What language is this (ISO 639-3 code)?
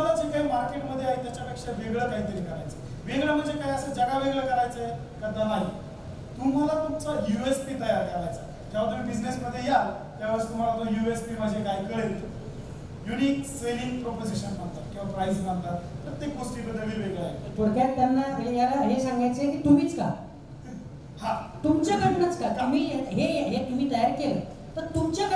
mar